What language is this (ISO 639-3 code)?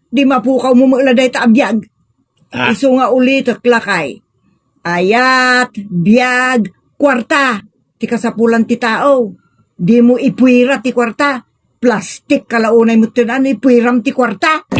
ilo